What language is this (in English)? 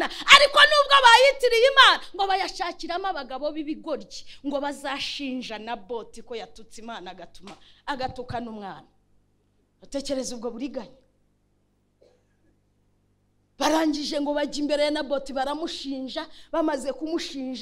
Kinyarwanda